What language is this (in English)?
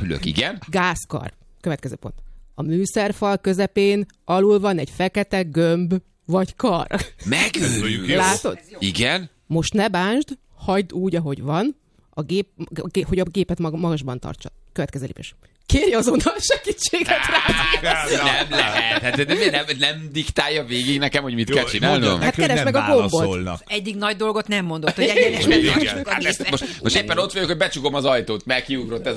Hungarian